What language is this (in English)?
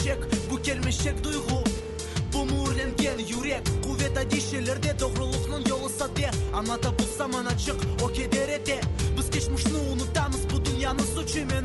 Ukrainian